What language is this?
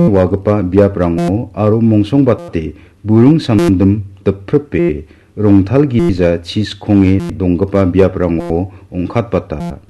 Garo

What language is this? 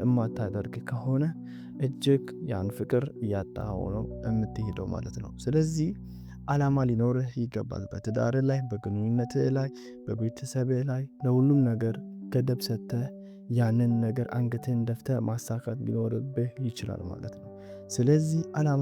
Amharic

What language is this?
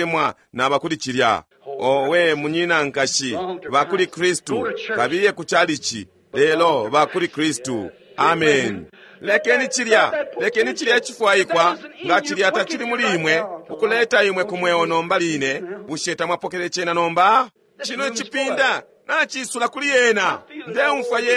Bemba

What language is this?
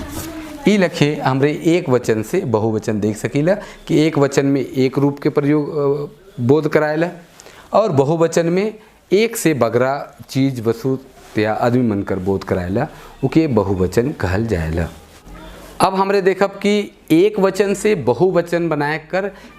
Sadri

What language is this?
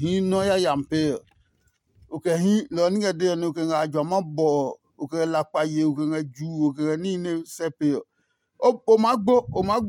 Adangme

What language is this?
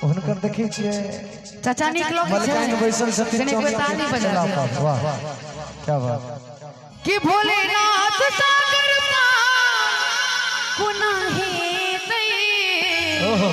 Maithili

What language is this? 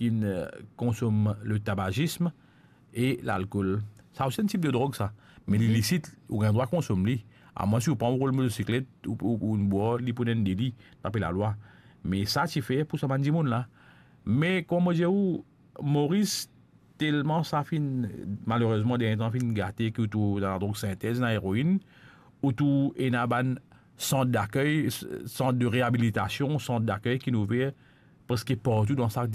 Morisyen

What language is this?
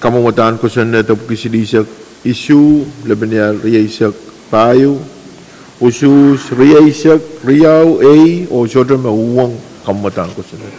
Pohnpeian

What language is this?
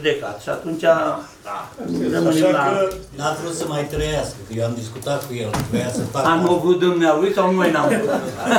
Romanian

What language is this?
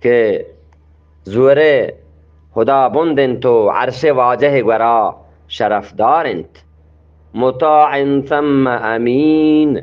Eastern Balochi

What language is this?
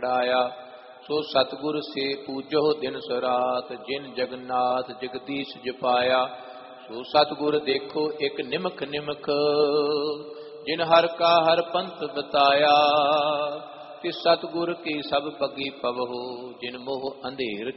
Punjabi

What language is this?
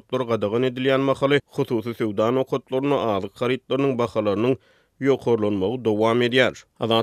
Turkmen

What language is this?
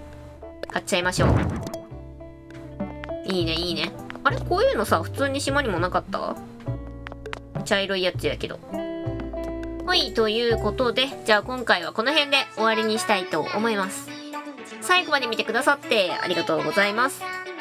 Japanese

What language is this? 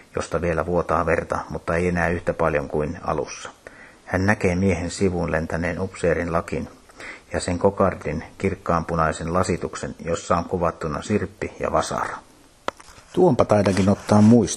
Finnish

